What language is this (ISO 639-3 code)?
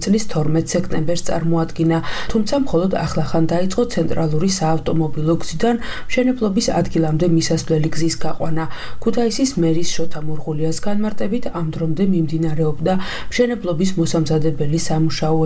kat